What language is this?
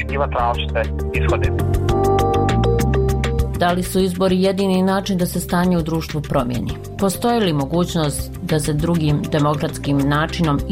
Bosnian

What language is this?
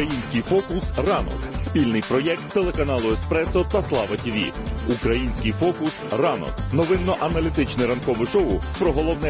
Ukrainian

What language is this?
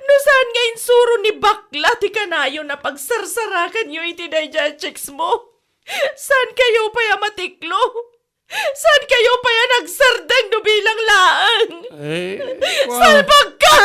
Iloko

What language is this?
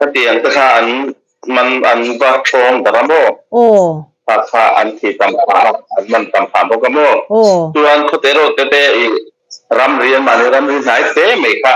Mizo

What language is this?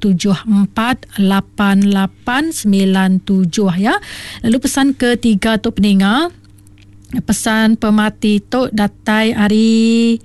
Iban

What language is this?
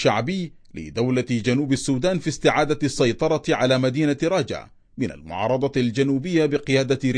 Arabic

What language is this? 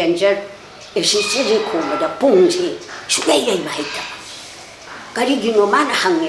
Manipuri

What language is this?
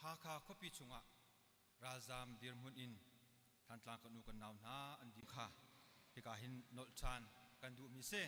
Hakha Chin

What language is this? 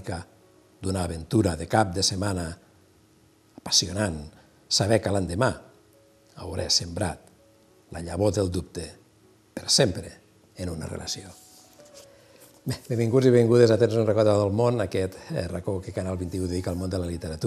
Catalan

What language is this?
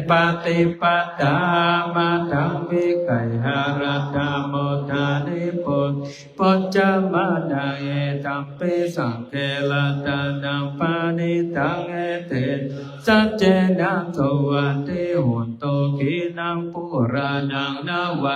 Pali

